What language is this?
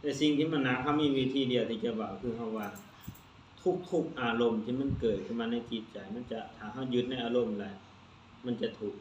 Lao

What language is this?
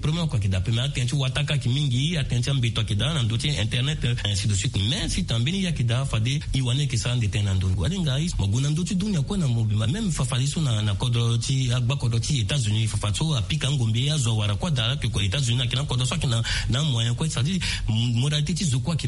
Sango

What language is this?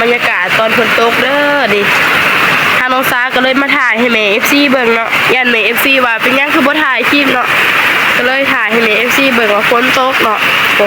Northeastern Thai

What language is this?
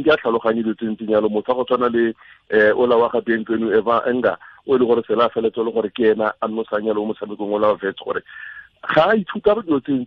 Tswana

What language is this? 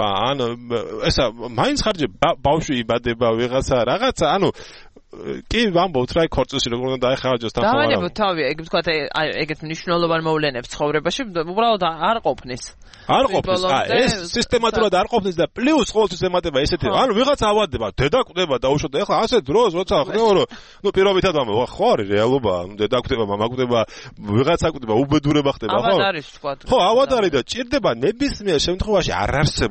Georgian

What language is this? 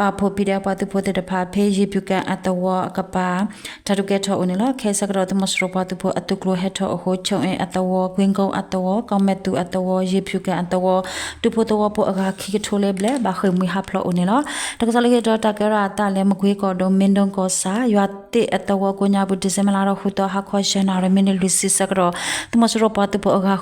S'gaw Karen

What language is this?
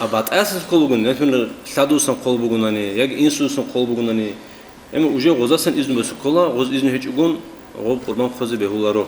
Avaric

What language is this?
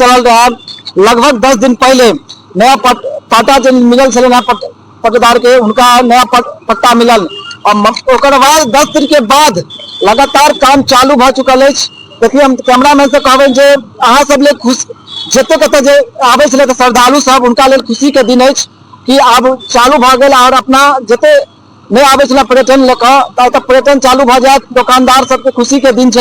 Maithili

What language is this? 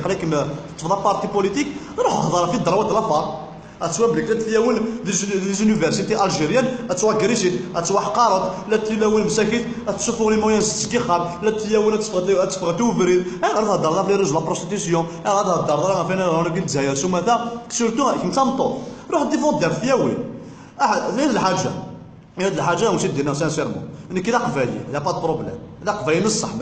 Kabyle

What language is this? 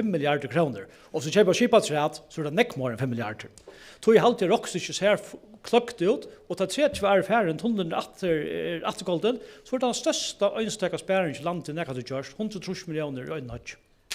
Faroese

